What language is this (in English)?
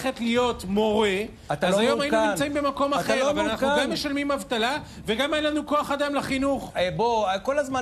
Hebrew